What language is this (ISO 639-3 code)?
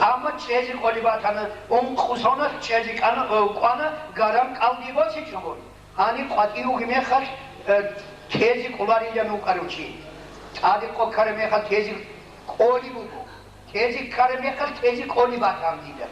ava